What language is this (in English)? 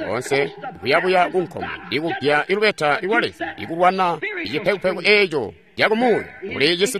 Tonga (Zambia)